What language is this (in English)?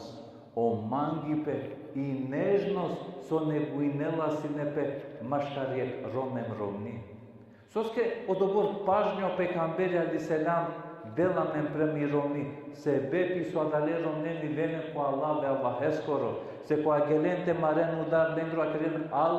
Balkan Romani